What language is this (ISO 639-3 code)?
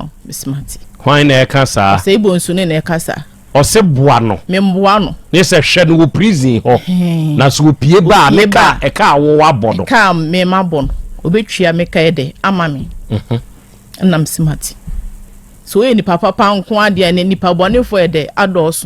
aka